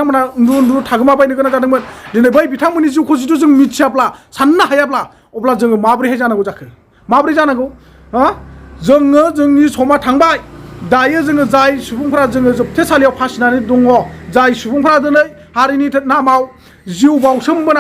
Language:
Bodo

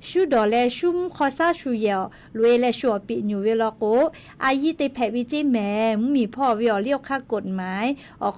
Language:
Lahu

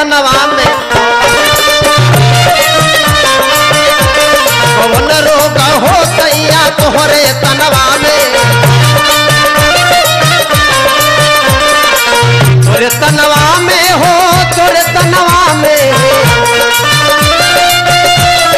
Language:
Bhojpuri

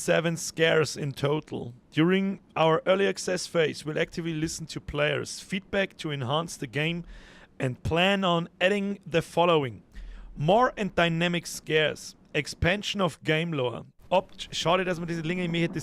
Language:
Bavarian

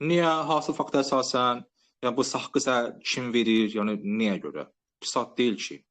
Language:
Azerbaijani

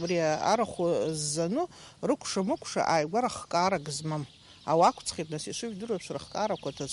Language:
Abkhazian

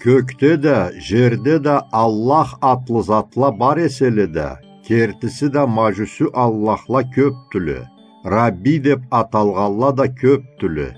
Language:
Karachay-Balkar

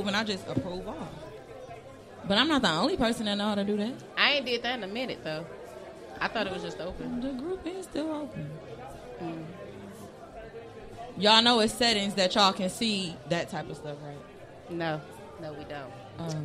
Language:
English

